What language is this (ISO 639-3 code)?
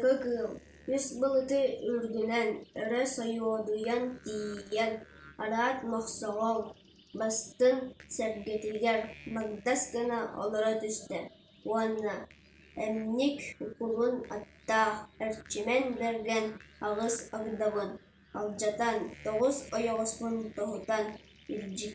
sah